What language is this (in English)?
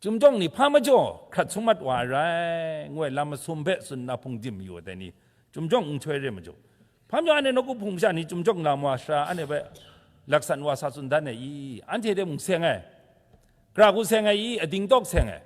Kachin